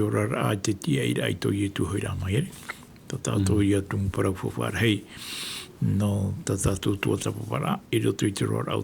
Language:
Tahitian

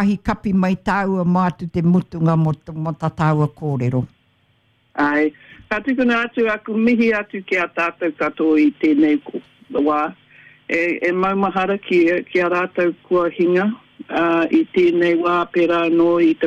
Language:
Māori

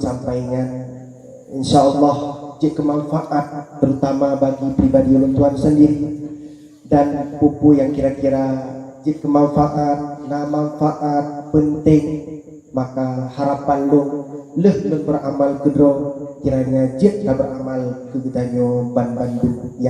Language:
Achinese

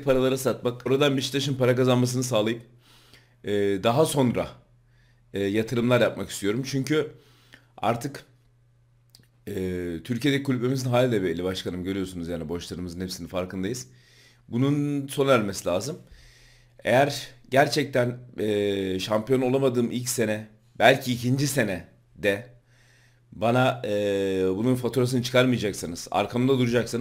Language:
Turkish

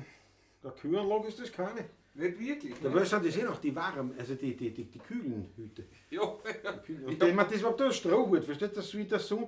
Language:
Bavarian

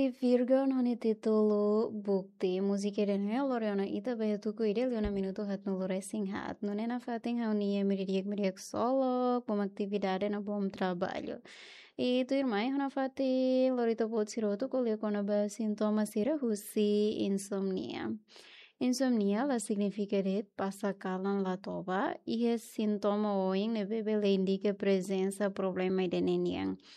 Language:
Tetum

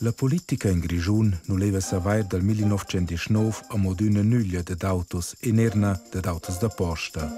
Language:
Romansh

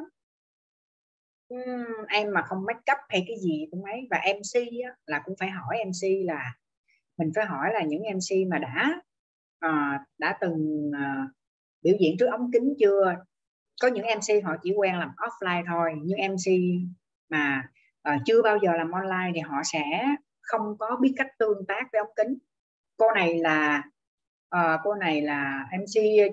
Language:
Vietnamese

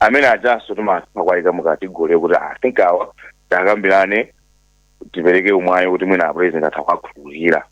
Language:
Nyanja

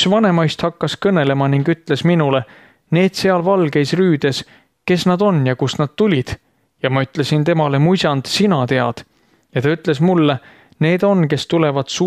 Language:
Estonian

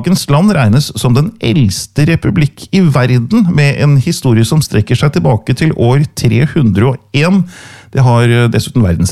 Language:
Norwegian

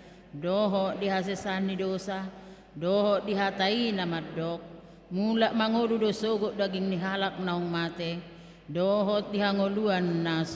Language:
Batak Toba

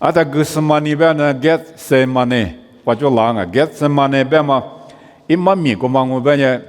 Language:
Lisu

